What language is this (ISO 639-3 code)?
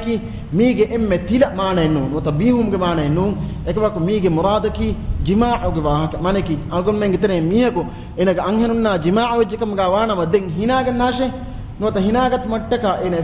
div